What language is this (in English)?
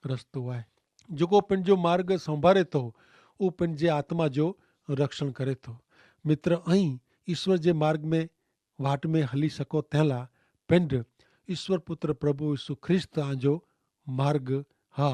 Kachhi